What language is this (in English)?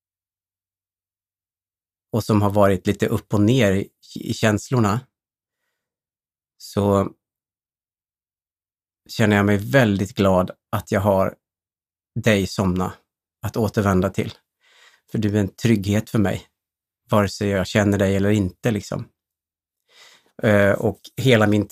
Swedish